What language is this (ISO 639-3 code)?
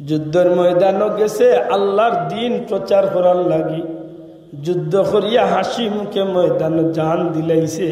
syl